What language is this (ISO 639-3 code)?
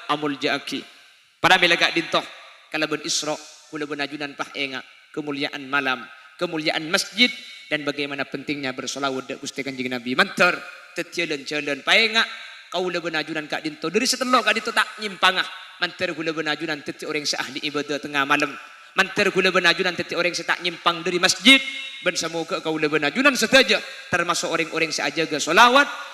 mad